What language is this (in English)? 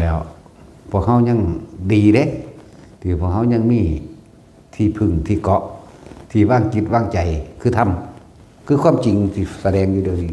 Northeastern Thai